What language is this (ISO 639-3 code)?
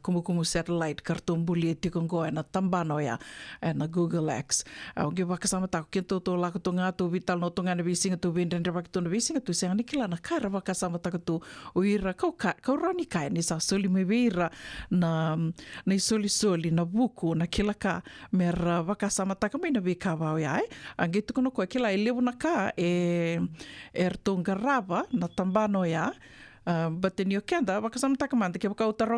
fij